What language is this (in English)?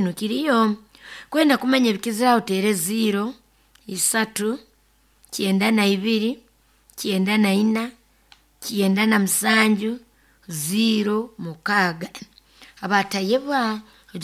Nyoro